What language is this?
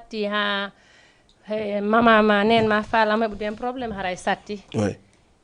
Fula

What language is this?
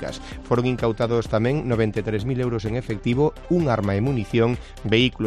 Galician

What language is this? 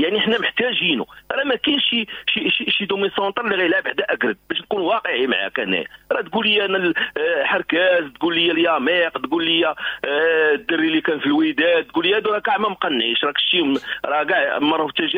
Moroccan Arabic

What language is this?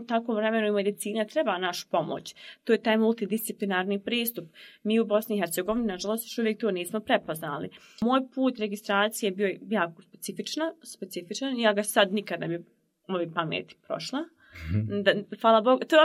Bosnian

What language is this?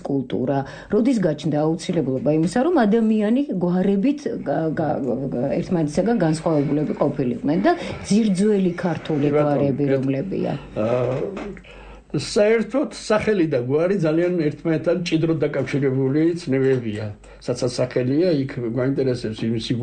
Georgian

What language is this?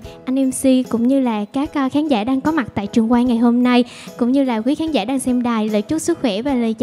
Vietnamese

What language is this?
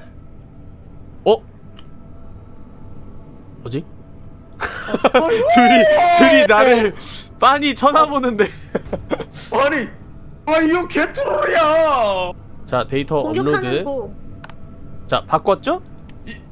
Korean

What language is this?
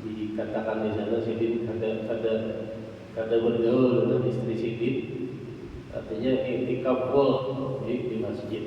Banjar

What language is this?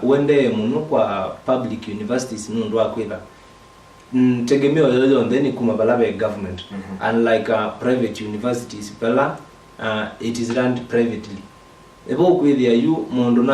Kamba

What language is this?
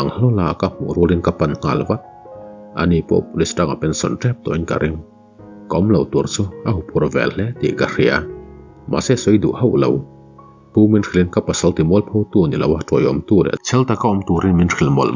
Mizo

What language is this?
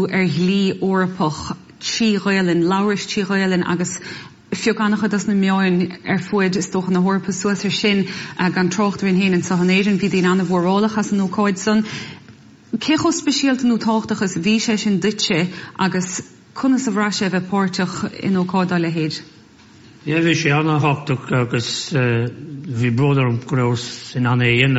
Irish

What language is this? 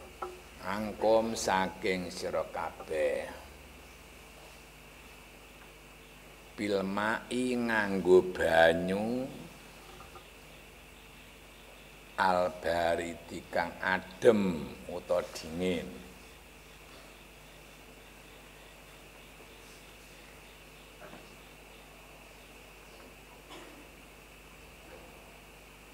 Javanese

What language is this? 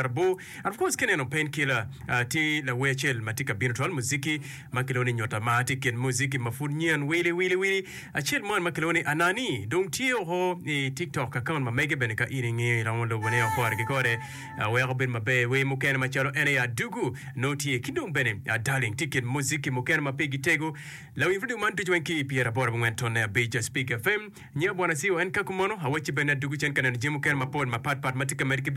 Acoli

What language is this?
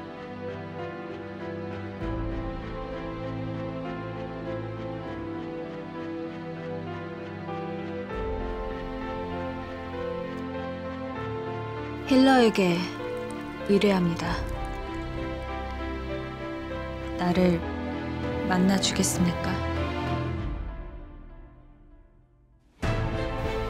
Korean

